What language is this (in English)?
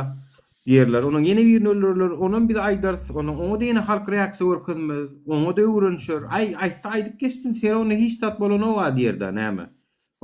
Turkmen